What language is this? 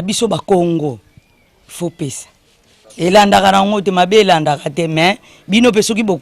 Lingala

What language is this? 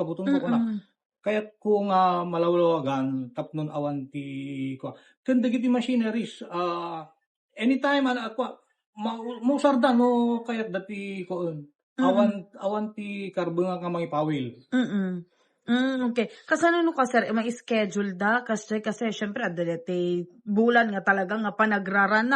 Iloko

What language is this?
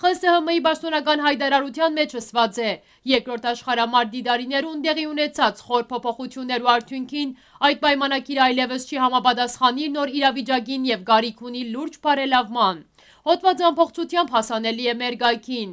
Western Armenian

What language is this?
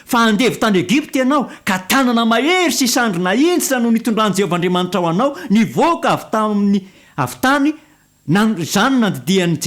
Malagasy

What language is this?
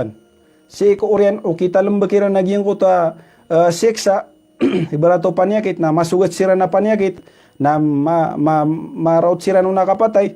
Maranao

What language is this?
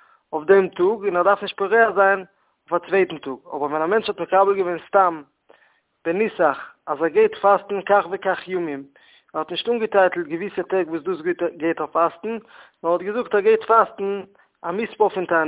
Yiddish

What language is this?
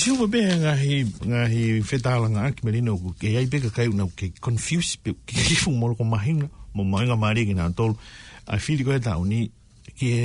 Tongan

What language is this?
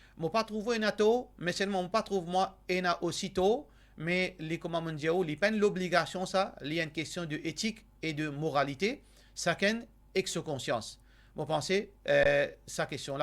Morisyen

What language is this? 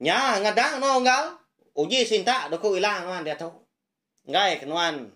Iban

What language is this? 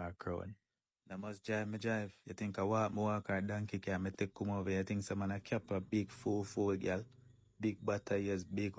Jamaican Creole English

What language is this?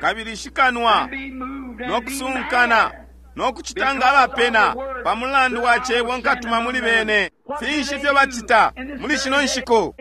Bemba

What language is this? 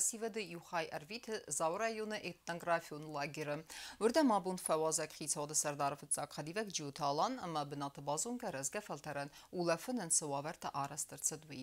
Ossetic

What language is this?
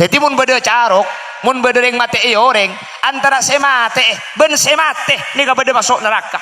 Madurese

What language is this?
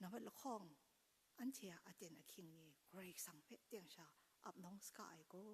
Kachin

